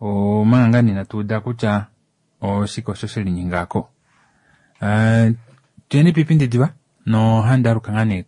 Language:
Kuanyama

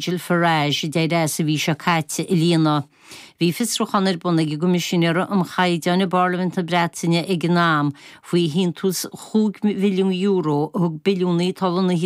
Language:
Irish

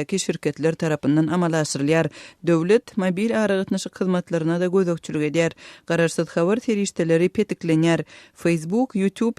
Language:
Turkmen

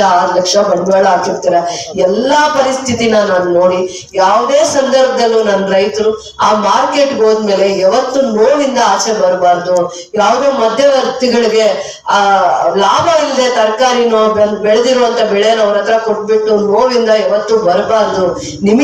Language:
Kannada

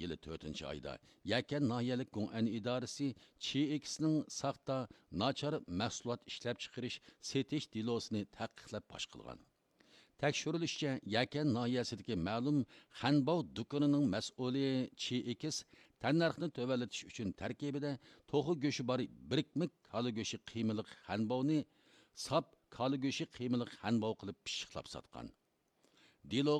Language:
Uyghur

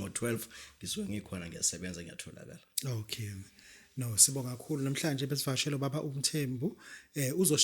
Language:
Zulu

